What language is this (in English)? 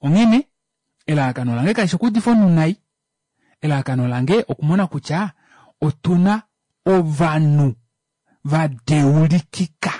Kuanyama